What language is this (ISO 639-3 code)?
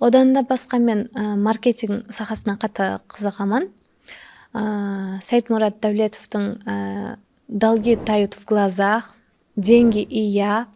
kaa